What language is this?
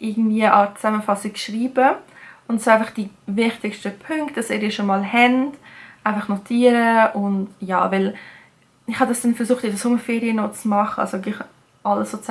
Swiss German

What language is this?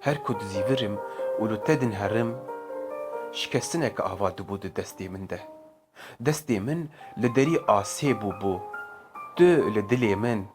Kurdish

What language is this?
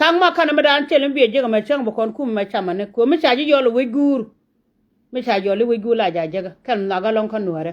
Nuer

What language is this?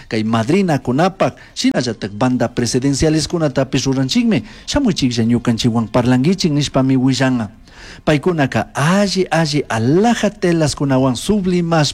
Chimborazo Highland Quichua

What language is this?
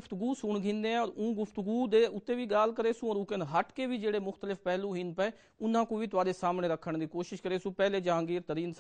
Saraiki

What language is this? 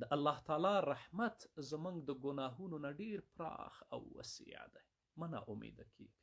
Pashto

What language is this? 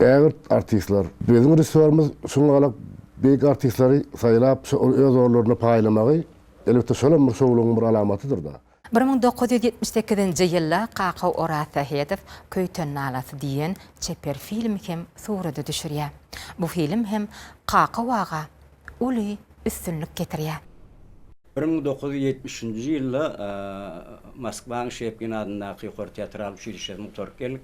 Turkmen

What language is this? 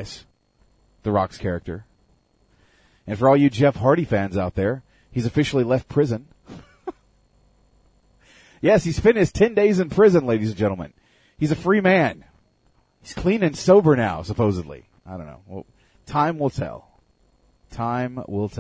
English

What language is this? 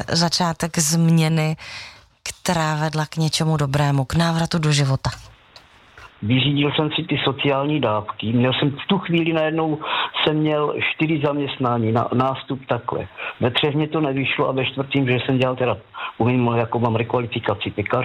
Czech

